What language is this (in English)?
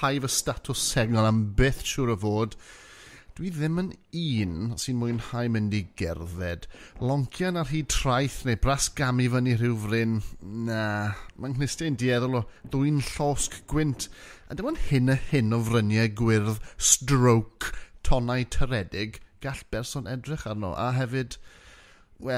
Welsh